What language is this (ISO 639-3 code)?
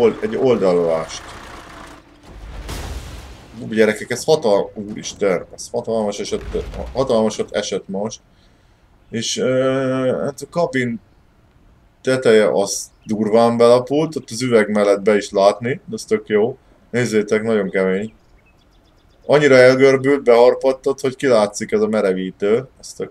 hun